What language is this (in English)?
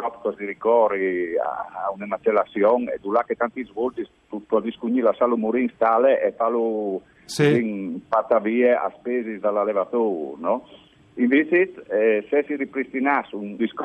Friulian